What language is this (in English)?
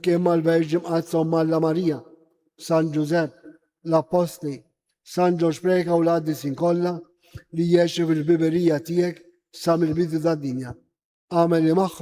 Maltese